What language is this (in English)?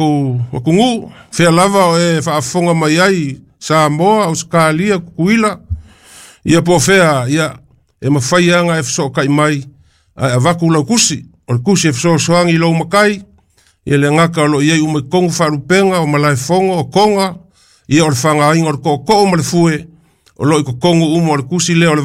Samoan